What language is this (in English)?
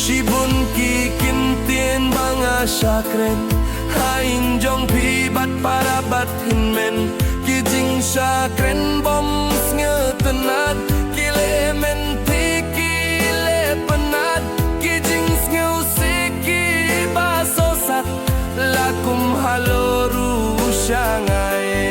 Khasi